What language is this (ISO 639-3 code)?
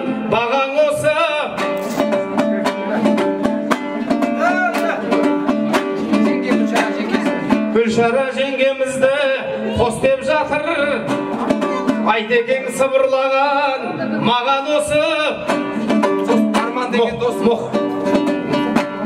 kaz